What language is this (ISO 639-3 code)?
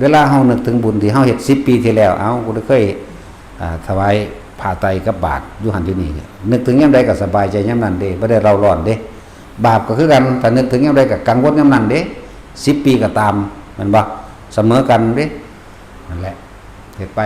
tts